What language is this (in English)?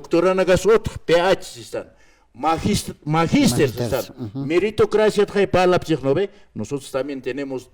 Aymara